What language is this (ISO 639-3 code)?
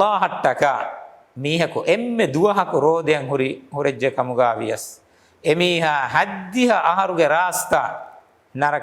div